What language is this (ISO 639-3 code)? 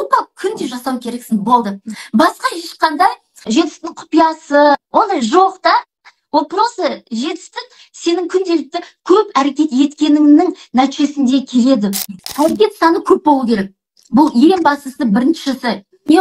kaz